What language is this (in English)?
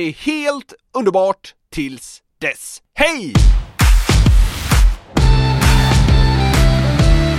Swedish